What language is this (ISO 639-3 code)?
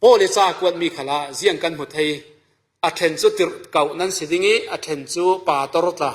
cfm